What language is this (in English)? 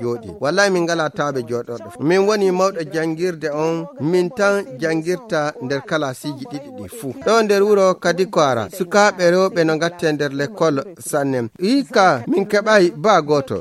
Fula